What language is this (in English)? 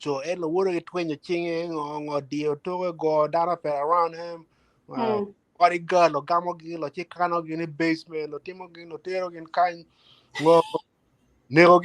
Acoli